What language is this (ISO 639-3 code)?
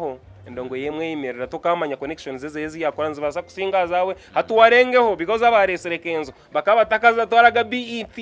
nyn